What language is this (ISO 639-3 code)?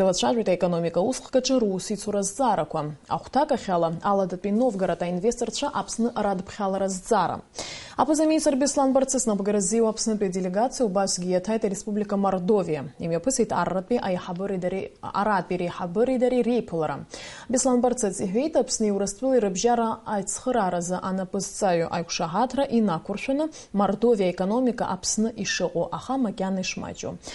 abk